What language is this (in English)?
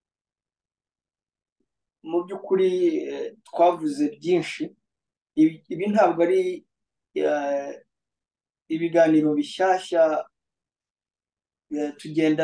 Kinyarwanda